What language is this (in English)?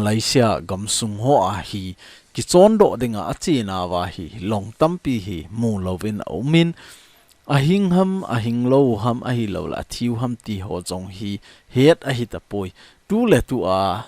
Thado Chin